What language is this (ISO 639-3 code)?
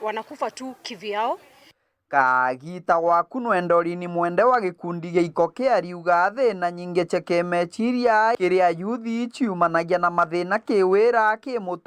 mer